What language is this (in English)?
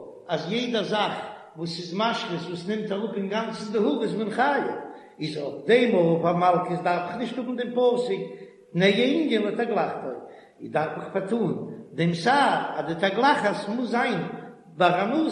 Yiddish